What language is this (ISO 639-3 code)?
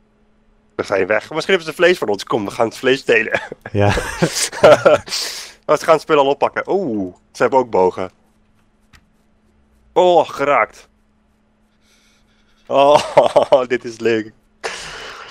nld